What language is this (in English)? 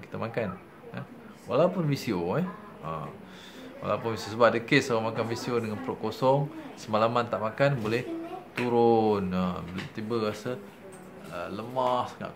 Malay